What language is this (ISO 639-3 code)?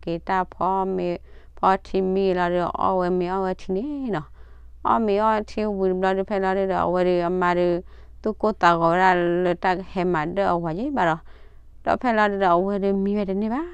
ksw